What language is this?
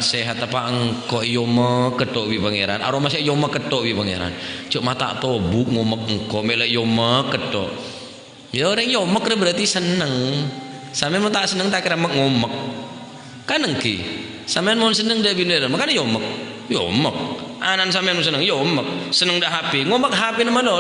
Madurese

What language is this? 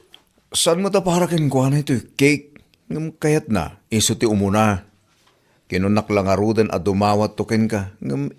Iloko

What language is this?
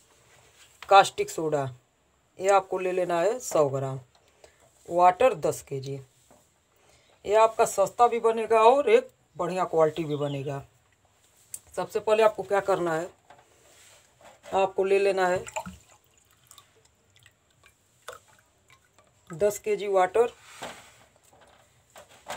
Hindi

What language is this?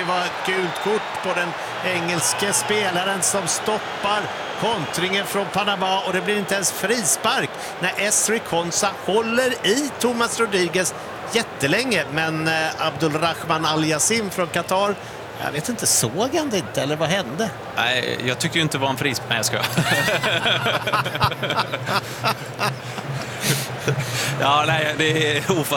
Swedish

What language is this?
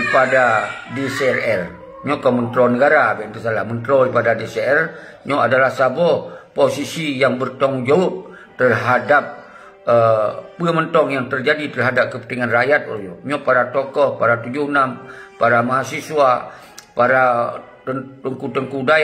Achinese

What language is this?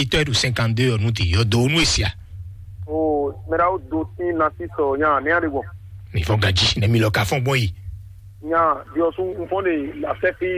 Fon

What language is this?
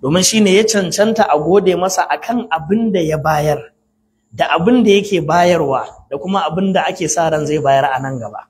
Hausa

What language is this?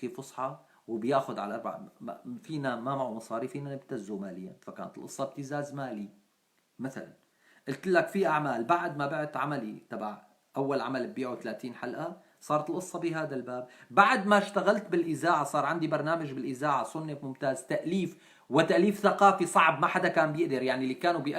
North Levantine Arabic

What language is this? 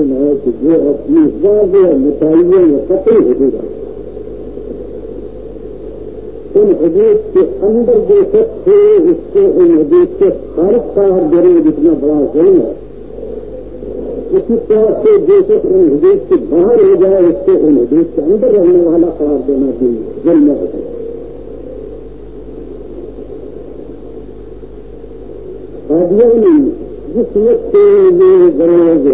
Urdu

